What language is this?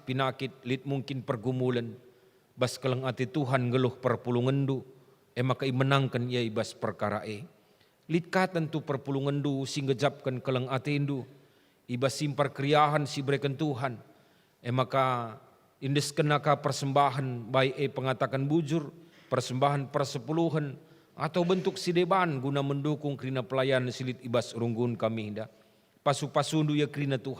Batak Karo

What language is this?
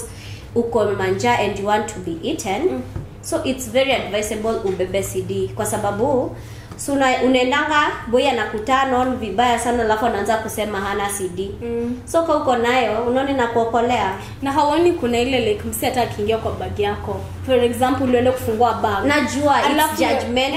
Swahili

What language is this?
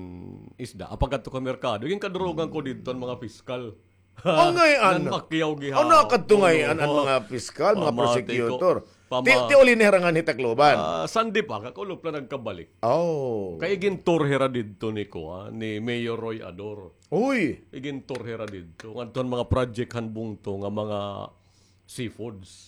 Waray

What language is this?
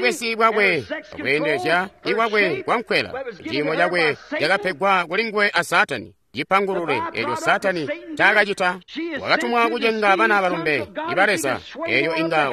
Tonga (Zambia)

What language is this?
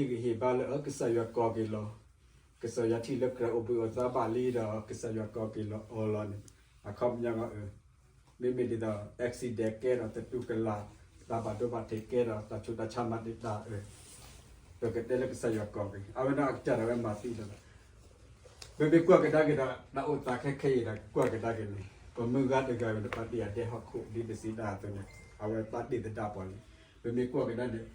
S'gaw Karen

